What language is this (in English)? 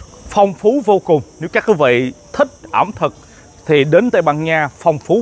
Vietnamese